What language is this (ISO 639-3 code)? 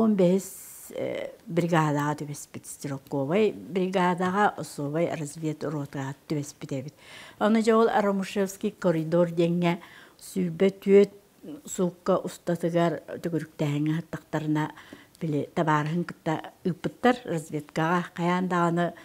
sah